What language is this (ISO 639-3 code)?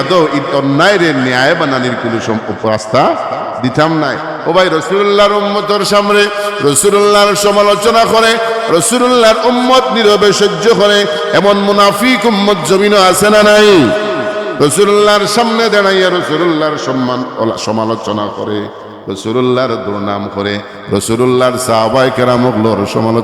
syl